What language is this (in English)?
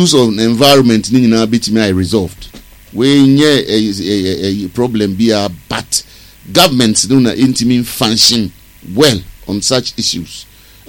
Akan